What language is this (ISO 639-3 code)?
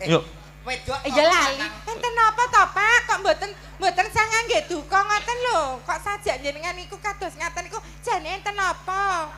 jav